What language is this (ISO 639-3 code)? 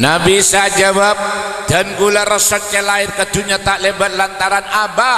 mad